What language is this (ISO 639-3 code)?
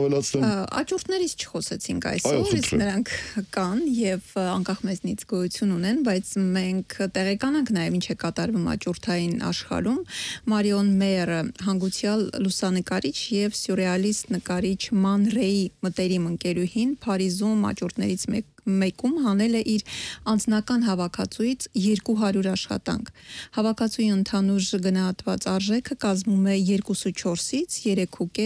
hye